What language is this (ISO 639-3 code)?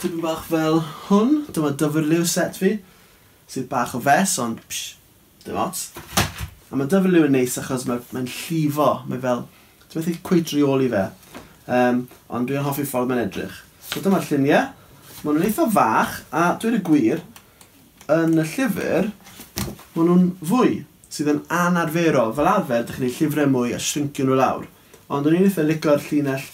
cym